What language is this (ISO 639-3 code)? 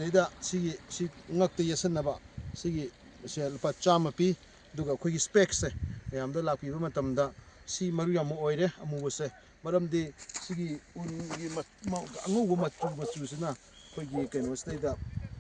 mni